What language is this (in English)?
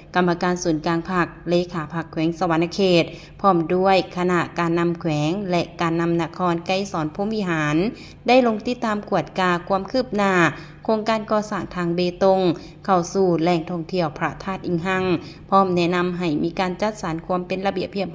Lao